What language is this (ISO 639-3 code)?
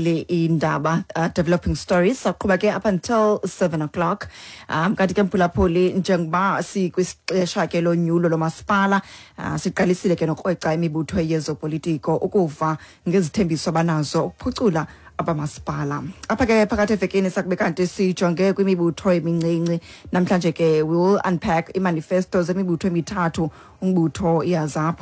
xho